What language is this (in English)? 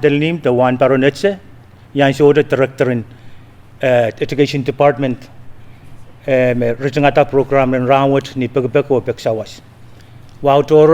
Pohnpeian